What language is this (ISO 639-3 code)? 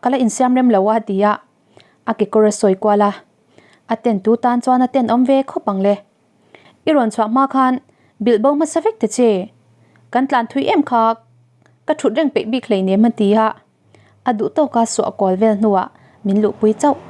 lus